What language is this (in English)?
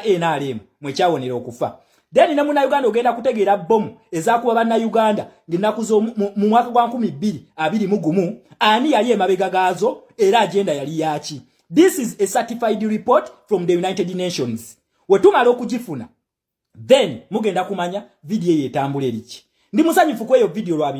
Ganda